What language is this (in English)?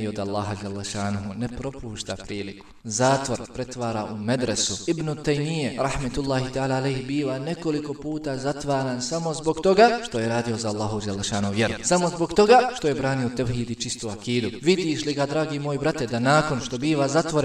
Bosnian